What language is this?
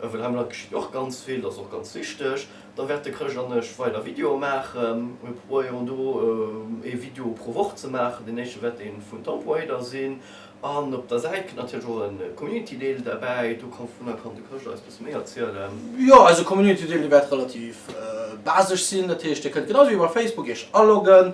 Luxembourgish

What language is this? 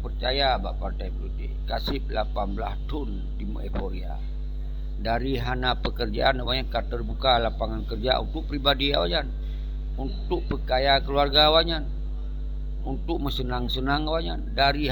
Achinese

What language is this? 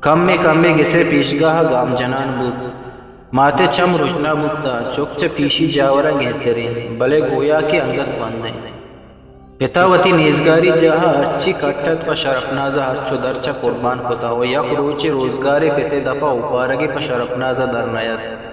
Eastern Balochi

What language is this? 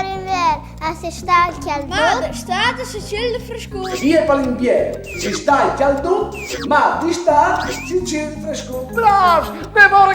Friulian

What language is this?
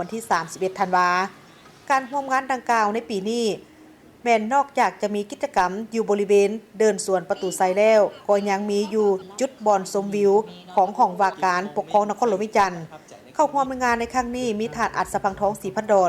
Lao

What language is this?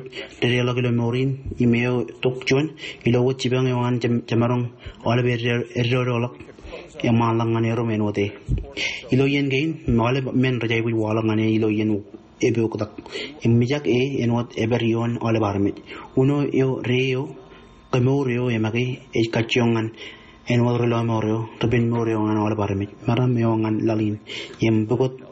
Marshallese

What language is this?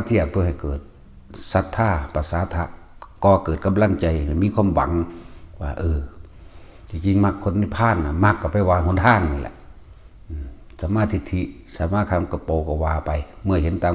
Northeastern Thai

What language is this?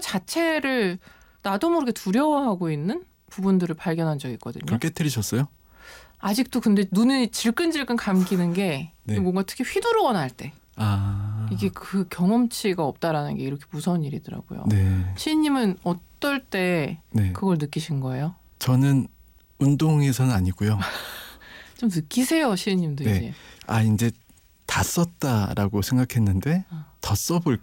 Korean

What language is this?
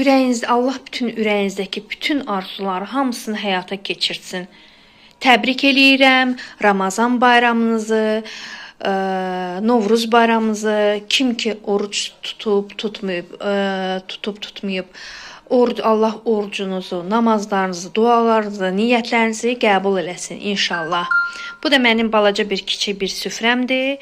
Azerbaijani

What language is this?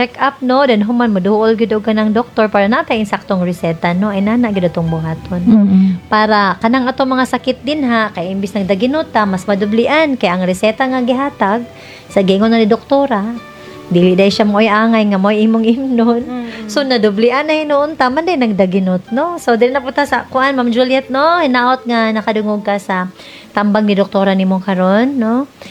Cebuano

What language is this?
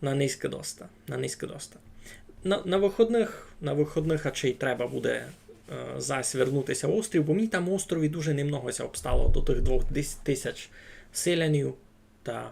Rusyn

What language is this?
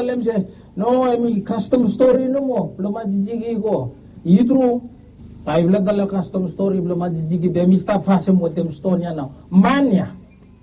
Bislama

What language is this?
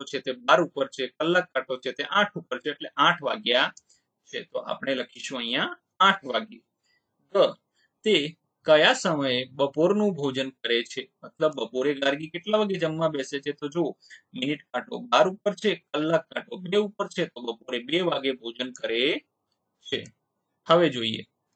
Gujarati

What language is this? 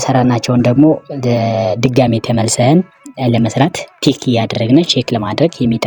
Amharic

